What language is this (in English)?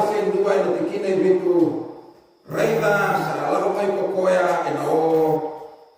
Fijian